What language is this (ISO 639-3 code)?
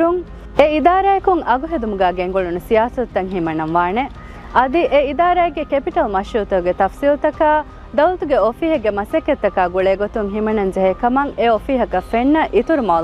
div